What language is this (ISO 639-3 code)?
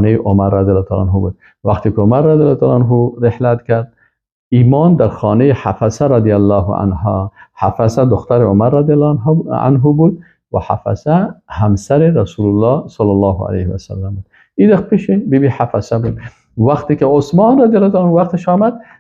fas